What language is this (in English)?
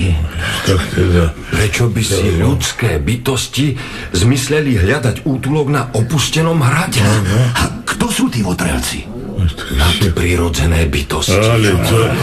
Slovak